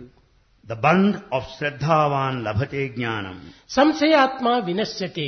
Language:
Telugu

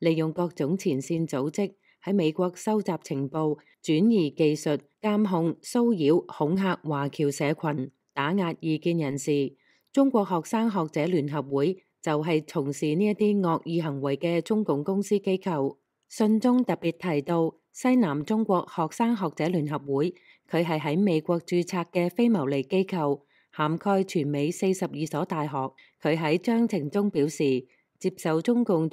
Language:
Cantonese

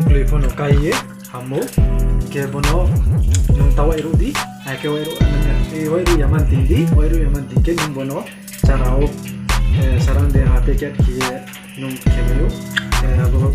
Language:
Riang (India)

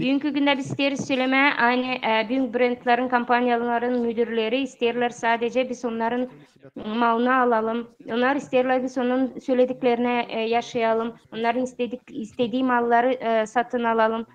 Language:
Gagauz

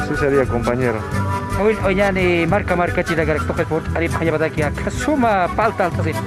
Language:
Aymara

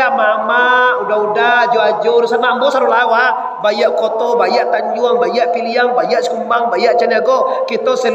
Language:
Minangkabau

